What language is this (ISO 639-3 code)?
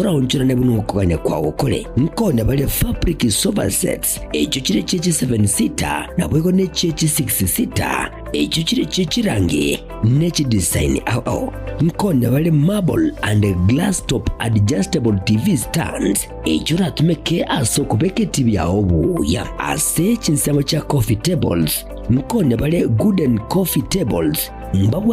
guz